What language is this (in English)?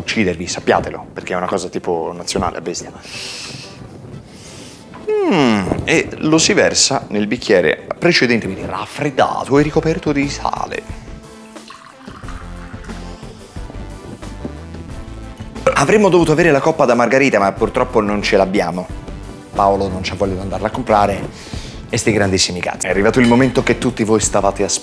Italian